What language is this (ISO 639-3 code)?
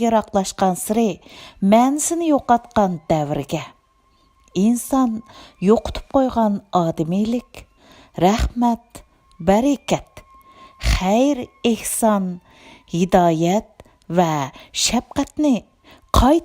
uig